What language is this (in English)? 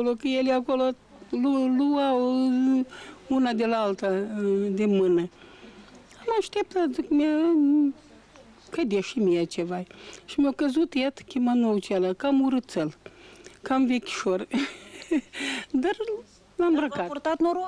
Romanian